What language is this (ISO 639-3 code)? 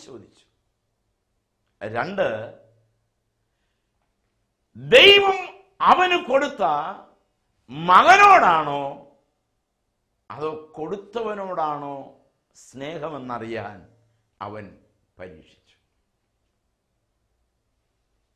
mal